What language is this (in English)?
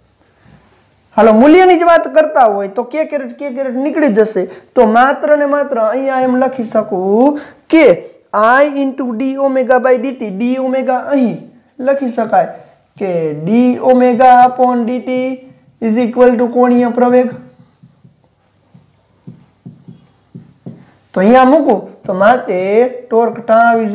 Gujarati